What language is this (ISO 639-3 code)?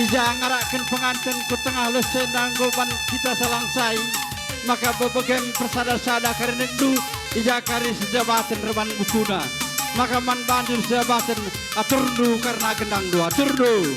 btx